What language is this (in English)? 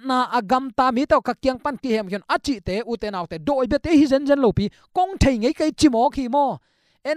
Tedim Chin